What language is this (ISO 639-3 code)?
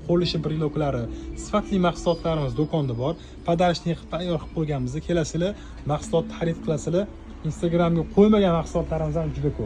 uzb